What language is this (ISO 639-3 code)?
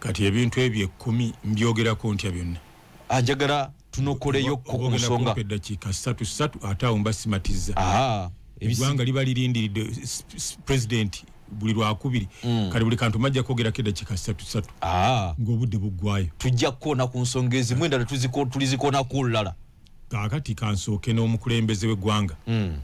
lug